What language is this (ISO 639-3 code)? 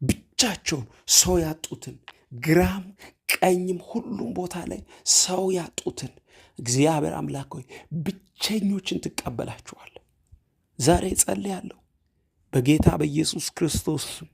amh